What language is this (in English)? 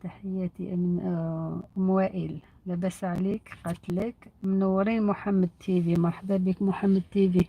Algerian Arabic